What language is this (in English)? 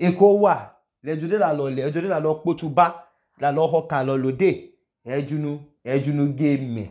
Idoma